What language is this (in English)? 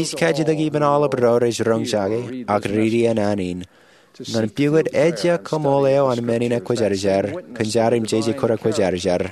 Marshallese